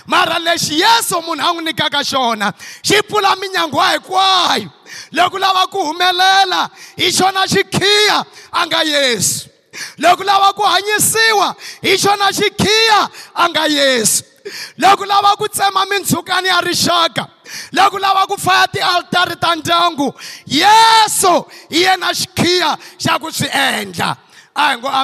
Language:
Tsonga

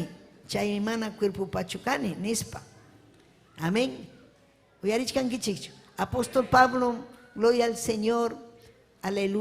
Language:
Ayacucho Quechua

